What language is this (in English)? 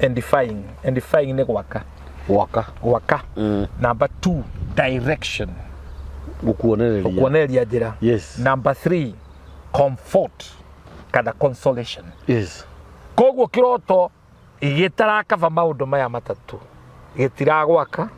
Kikuyu